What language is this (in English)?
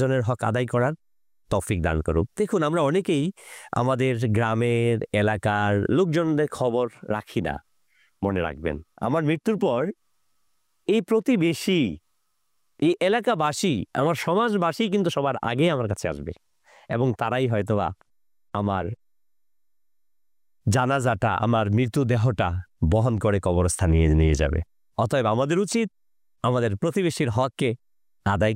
Bangla